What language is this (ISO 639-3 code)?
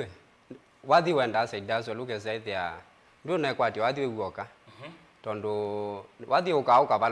kam